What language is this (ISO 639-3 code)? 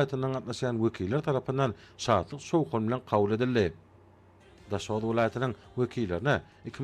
tuk